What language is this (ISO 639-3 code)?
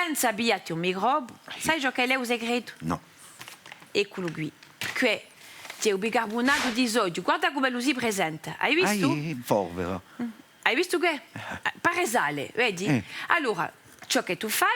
cos